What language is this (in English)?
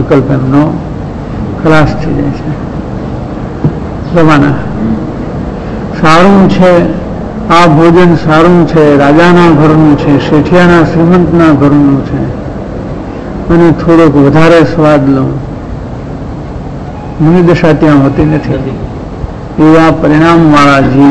Gujarati